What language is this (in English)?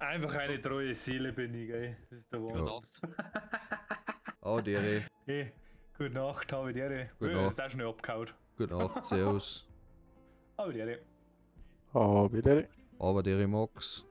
Bavarian